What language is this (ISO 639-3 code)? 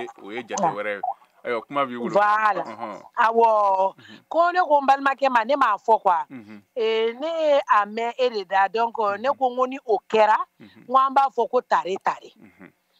bam